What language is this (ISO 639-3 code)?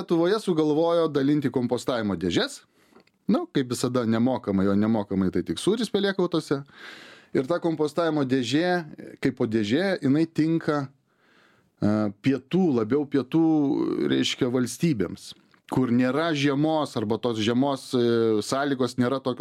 lit